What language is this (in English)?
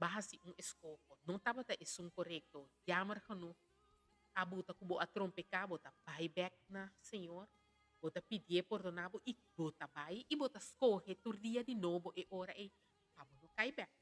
Papiamento